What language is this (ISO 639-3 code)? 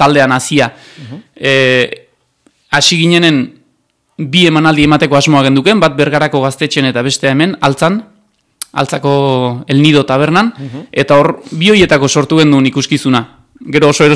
eus